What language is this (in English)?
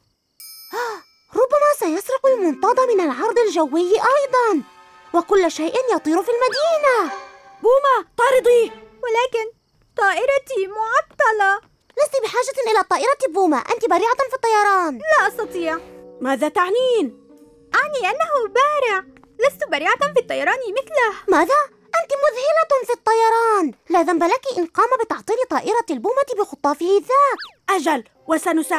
Arabic